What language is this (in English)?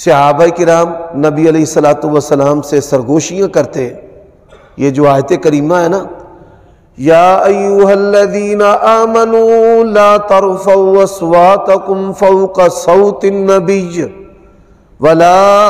Urdu